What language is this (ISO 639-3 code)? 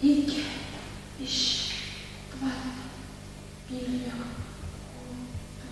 chv